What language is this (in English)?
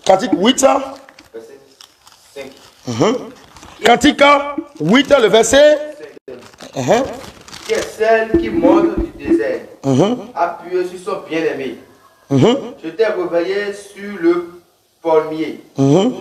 French